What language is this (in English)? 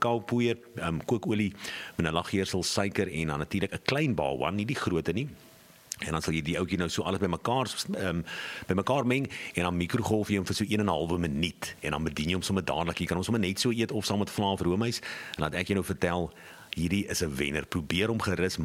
Afrikaans